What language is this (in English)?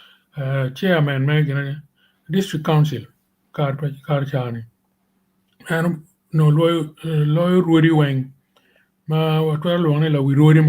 Acoli